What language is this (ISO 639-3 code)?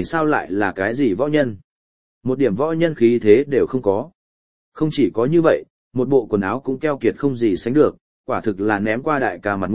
vie